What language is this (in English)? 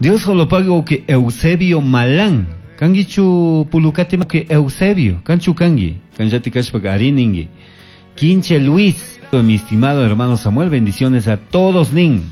Chimborazo Highland Quichua